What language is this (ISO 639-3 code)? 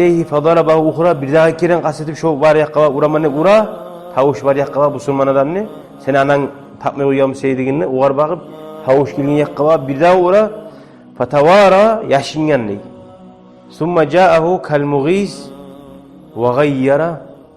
kum